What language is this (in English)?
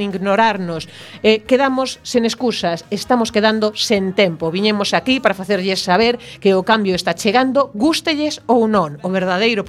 Galician